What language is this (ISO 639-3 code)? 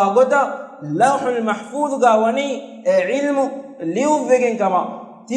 div